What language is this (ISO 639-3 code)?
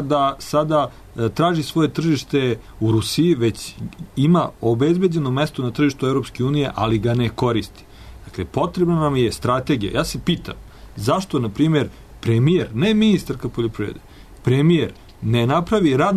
srp